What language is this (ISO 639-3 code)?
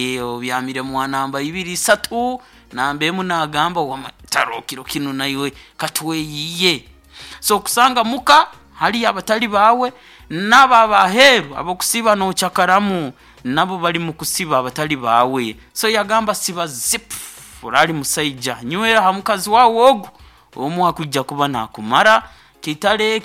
nyo